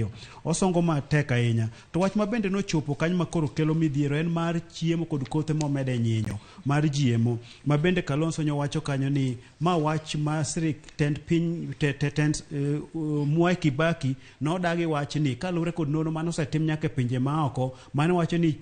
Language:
Luo (Kenya and Tanzania)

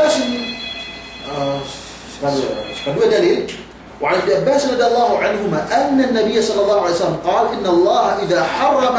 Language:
Yakan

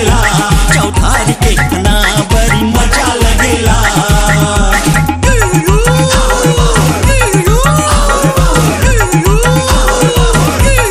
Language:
Bhojpuri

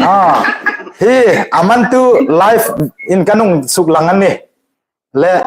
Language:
Hmar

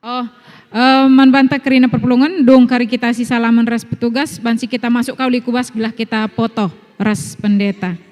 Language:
Batak Karo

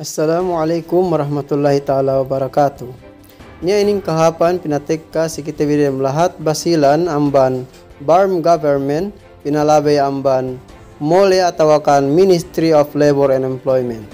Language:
Yakan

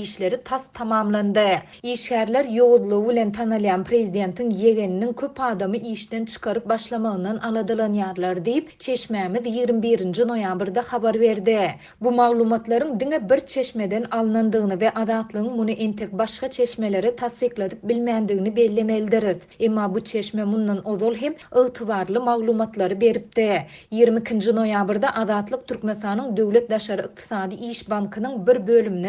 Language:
Turkmen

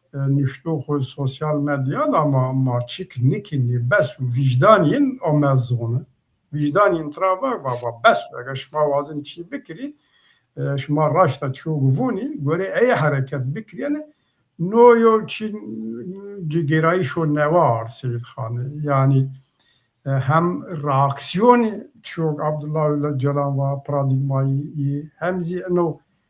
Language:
Zaza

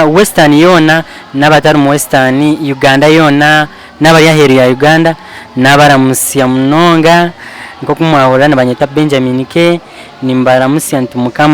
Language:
Nyankole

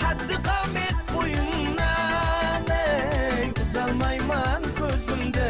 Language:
Kara-Kalpak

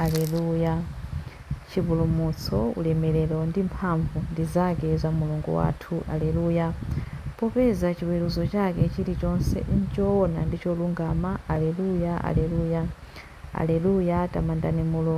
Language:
Nyanja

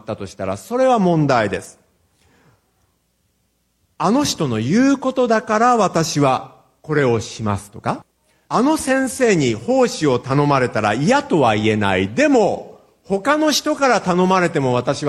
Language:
Japanese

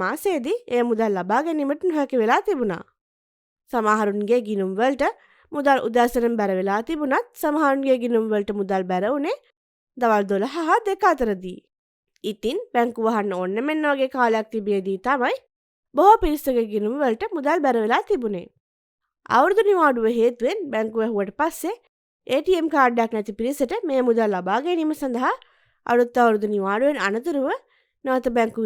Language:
Sinhala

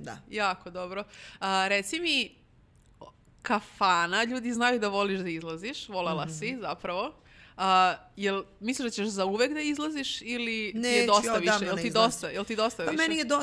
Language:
Serbian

